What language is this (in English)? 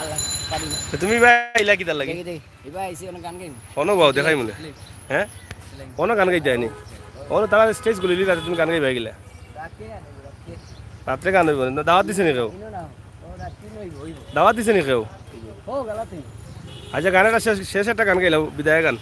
Sylheti